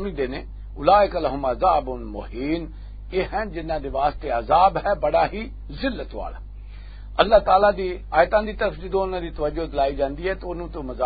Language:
Western Panjabi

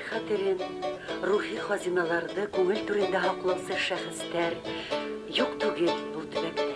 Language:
Bashkir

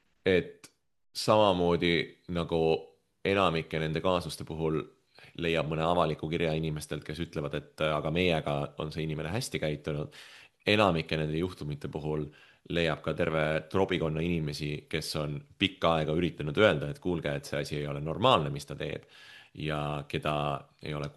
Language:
Estonian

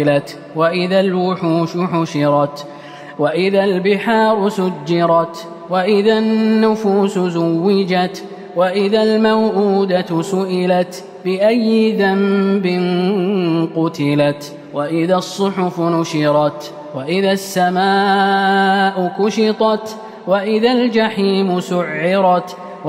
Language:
Arabic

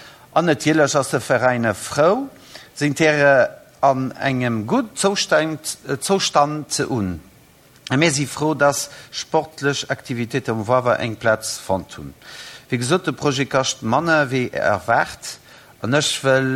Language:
Luxembourgish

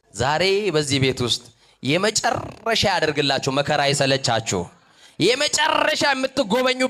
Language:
Amharic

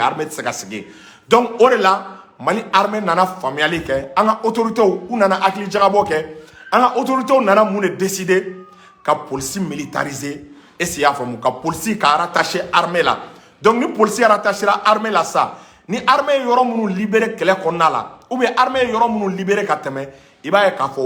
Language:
Bambara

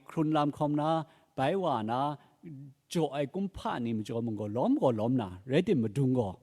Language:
Kachin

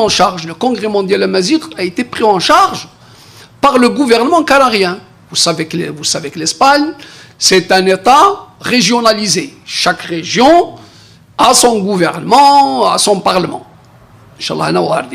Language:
Kabyle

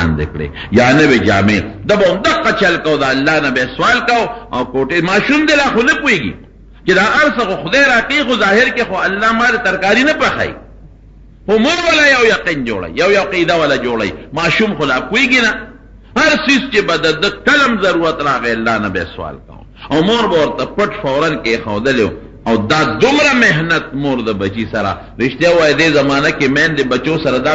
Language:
Pashto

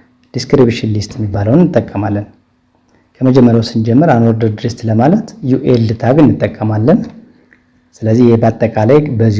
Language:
Amharic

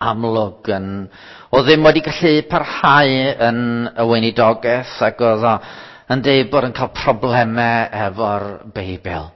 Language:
Welsh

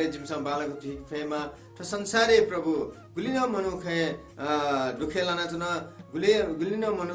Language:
Newari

